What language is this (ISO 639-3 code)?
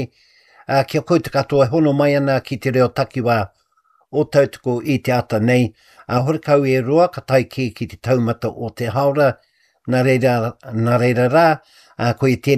mri